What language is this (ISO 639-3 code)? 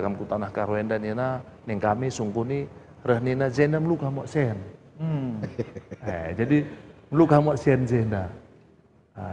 btx